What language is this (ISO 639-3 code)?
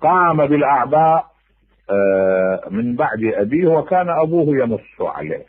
acm